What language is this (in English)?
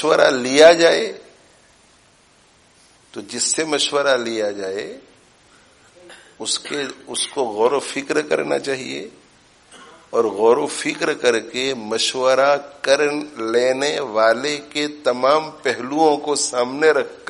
Urdu